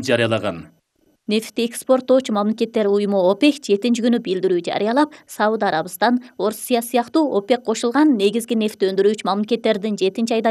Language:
Kyrgyz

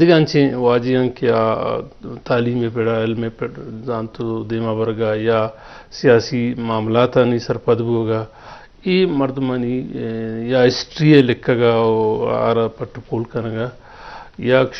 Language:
Eastern Balochi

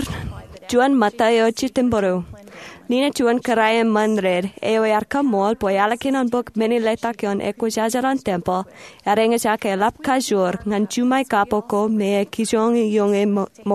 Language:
Marshallese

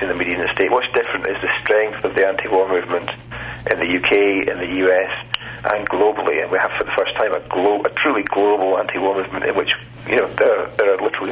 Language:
English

